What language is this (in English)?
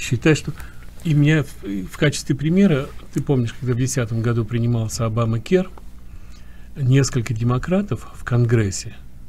Russian